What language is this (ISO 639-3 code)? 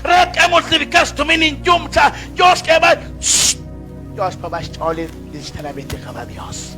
kek